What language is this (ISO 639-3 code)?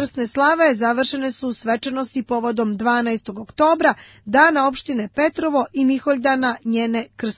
srp